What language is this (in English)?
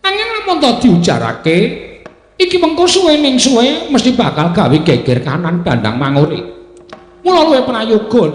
Javanese